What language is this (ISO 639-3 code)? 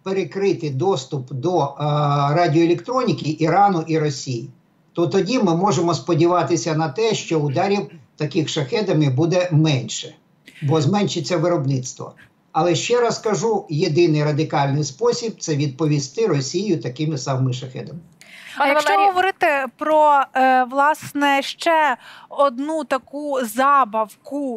ukr